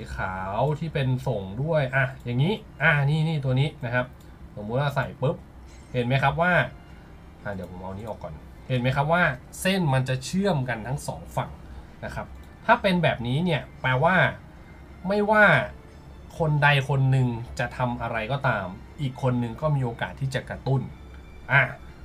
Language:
Thai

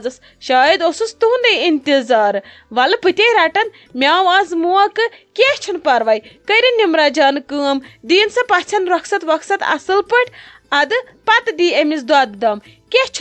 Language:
Kashmiri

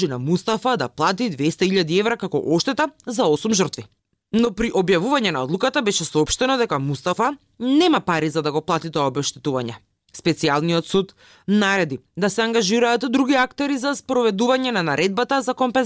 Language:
Macedonian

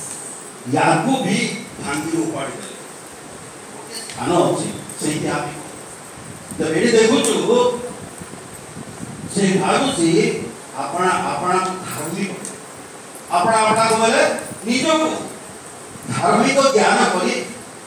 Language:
Odia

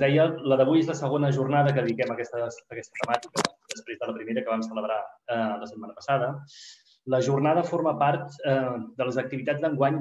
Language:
Catalan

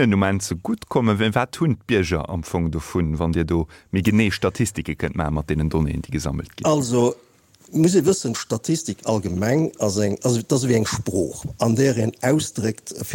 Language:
Luxembourgish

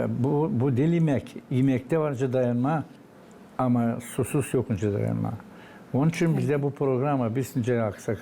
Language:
Gagauz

